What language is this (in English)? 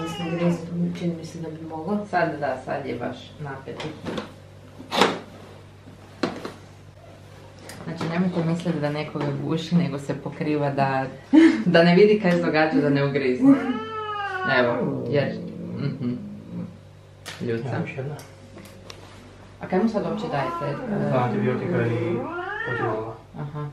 Croatian